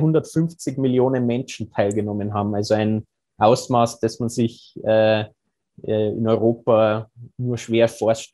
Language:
German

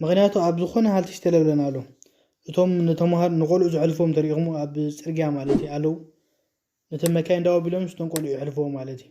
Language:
Tigrinya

